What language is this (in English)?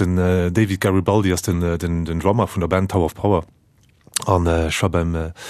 Luxembourgish